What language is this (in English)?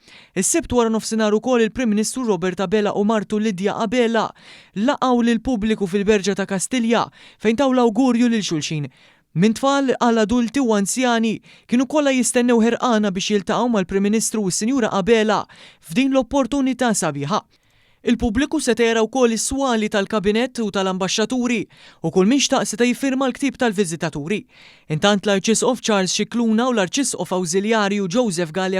Maltese